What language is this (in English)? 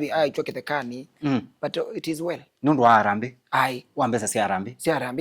Kamba